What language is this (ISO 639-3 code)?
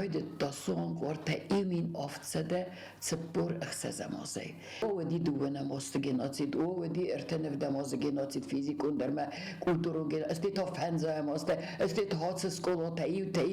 oss